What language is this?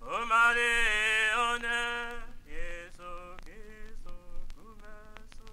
Tetela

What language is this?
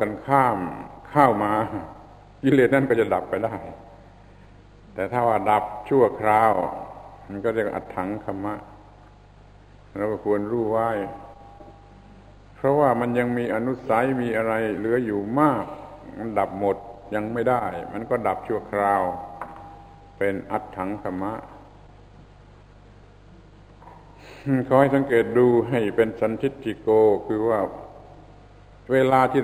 Thai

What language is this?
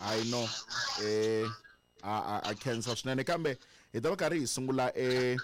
Tsonga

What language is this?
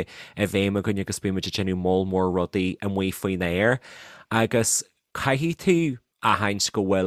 Irish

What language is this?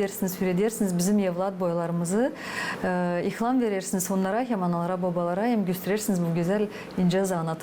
Gagauz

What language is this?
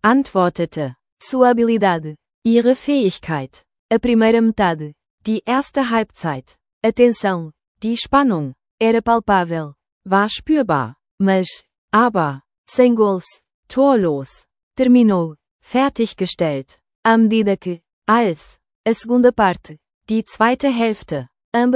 Portuguese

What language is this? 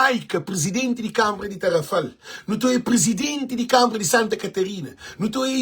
Kabuverdianu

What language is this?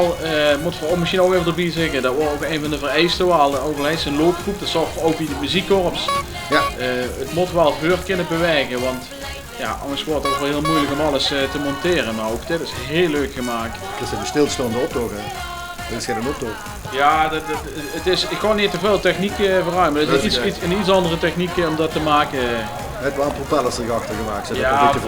Limburgish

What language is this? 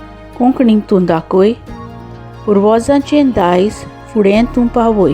Konkani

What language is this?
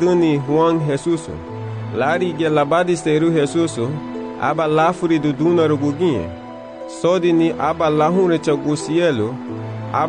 Garifuna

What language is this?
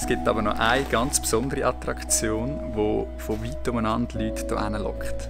Swiss German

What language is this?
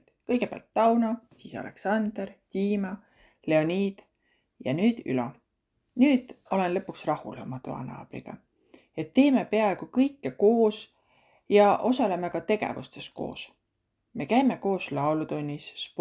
Estonian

